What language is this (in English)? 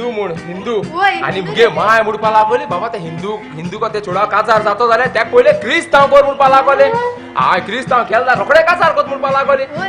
Konkani